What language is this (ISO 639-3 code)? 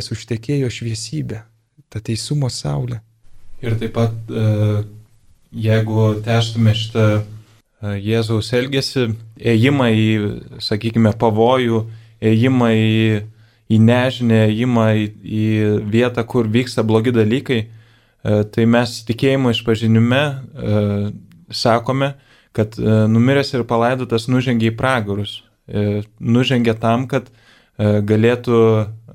lit